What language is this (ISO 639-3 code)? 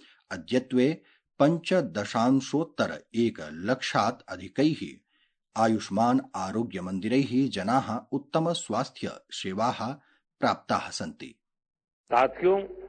san